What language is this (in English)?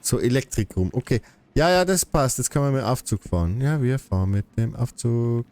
Bavarian